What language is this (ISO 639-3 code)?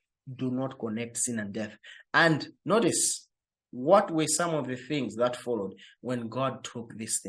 eng